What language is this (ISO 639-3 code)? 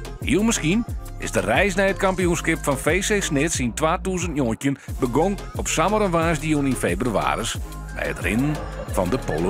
fry